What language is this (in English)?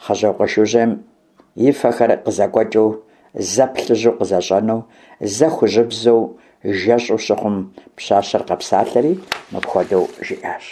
Kabardian